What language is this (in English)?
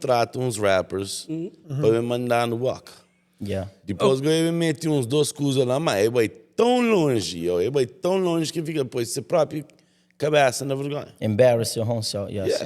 Kabuverdianu